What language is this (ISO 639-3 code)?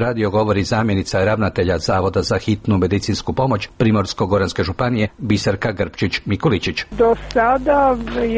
hrv